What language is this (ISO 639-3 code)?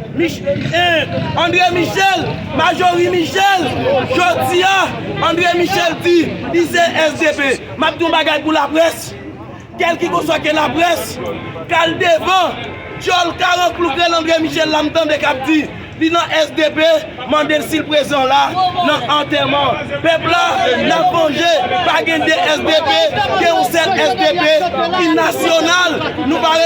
hat